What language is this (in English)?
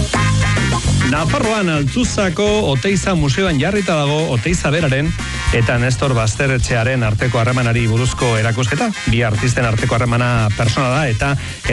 Basque